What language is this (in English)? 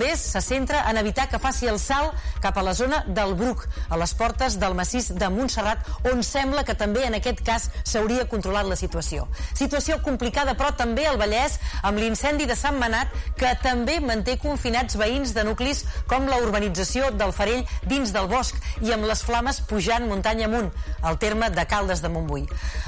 Catalan